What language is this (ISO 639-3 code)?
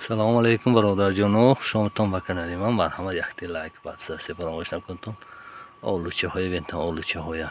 tgk